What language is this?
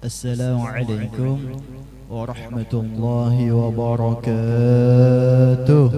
Banjar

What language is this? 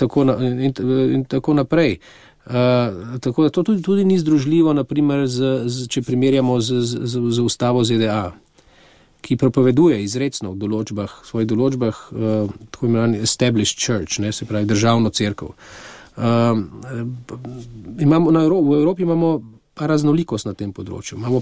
Slovenian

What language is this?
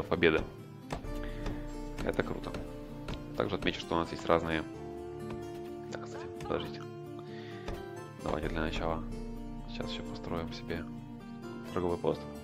Russian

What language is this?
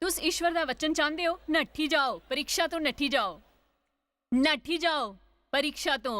Dogri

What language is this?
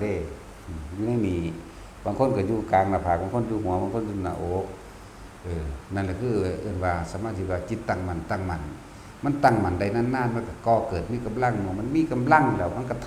Northeastern Thai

